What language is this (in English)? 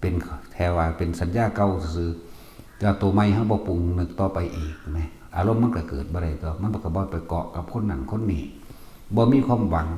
Northeastern Thai